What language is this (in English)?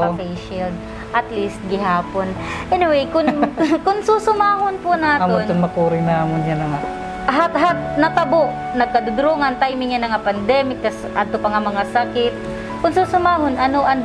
Waray